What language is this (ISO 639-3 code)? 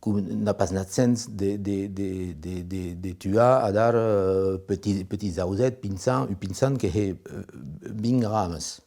oci